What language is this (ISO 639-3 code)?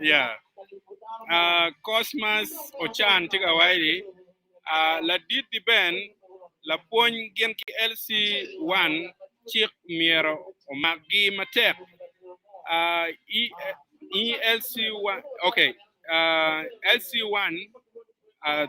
ach